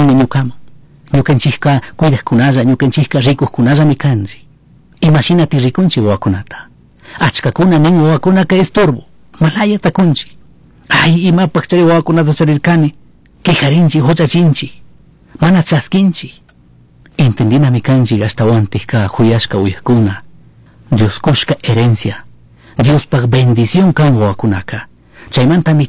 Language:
Chimborazo Highland Quichua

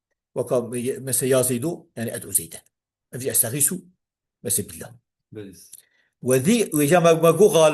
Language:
Kurdish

